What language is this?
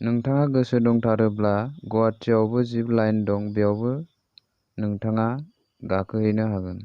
Bodo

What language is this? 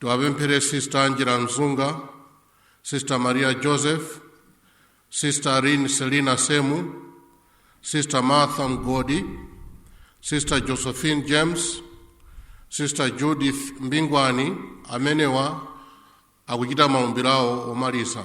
Nyanja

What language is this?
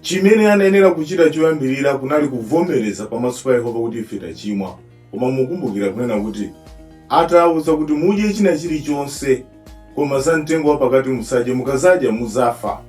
Nyanja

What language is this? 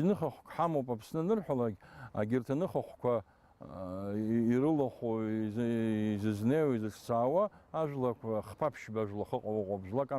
Abkhazian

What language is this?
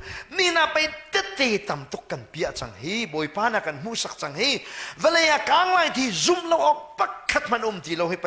Hakha Chin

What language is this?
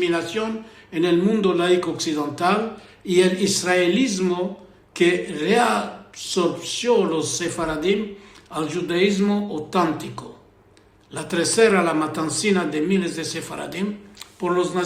Ladino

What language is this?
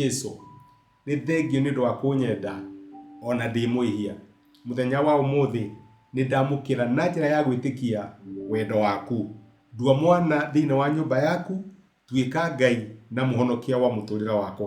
Kikuyu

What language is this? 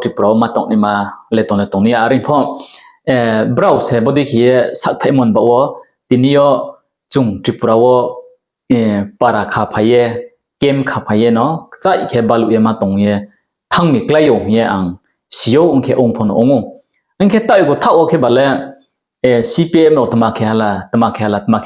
Riang (India)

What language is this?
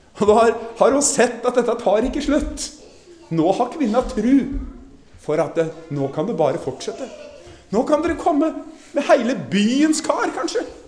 Norwegian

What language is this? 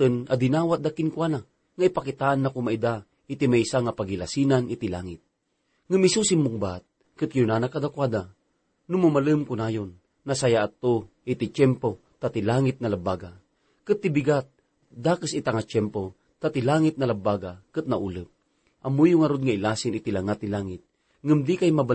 Iloko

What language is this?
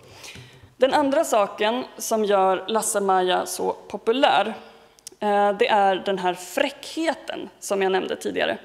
Swedish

